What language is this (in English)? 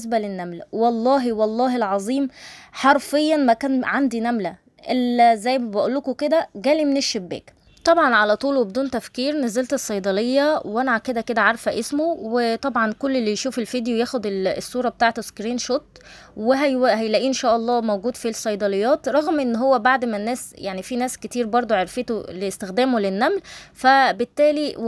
Egyptian Arabic